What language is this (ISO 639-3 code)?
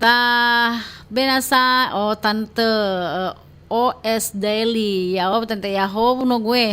nia